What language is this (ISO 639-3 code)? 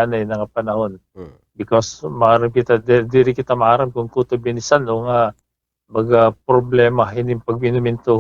war